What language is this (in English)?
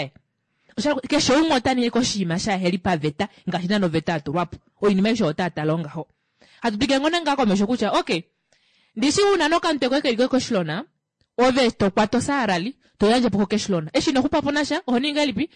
Kuanyama